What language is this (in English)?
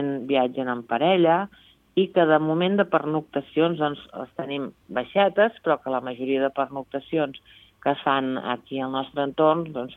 Catalan